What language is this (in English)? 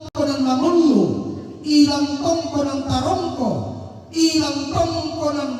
Toraja-Sa'dan